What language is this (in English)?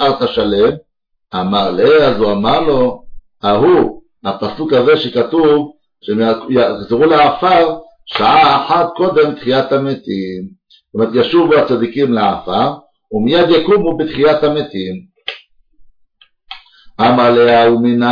Hebrew